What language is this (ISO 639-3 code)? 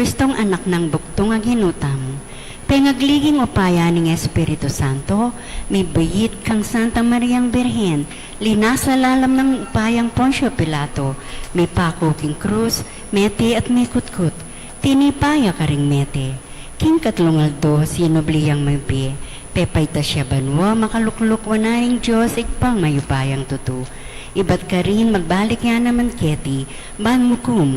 pam